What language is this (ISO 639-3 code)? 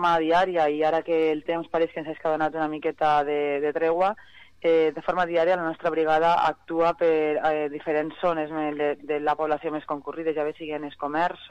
cat